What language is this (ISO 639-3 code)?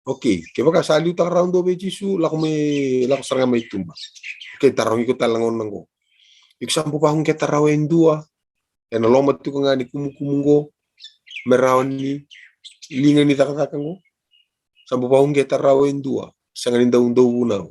fij